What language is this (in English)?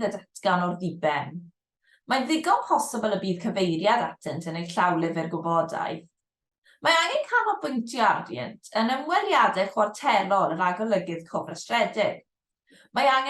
Welsh